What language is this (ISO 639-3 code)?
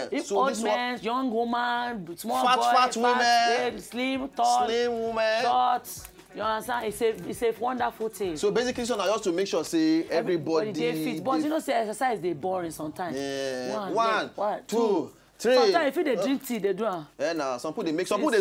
pcm